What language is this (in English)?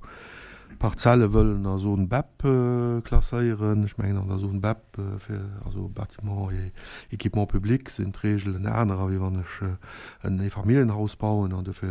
Luxembourgish